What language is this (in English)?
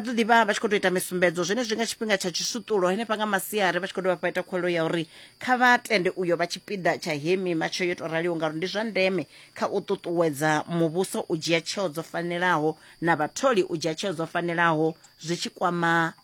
Venda